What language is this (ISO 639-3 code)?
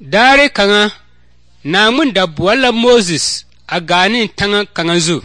dga